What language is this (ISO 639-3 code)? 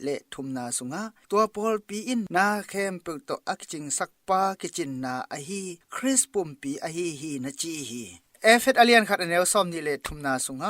ctd